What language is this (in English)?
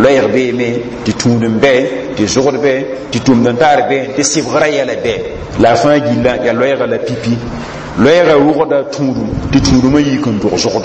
Mossi